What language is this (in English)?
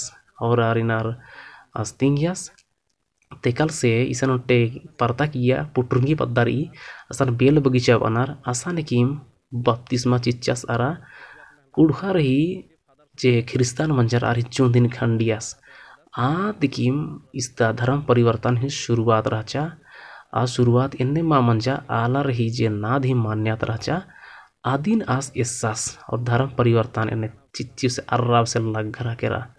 Kurukh